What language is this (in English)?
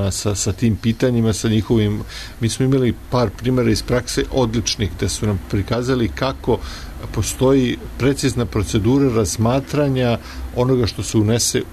Serbian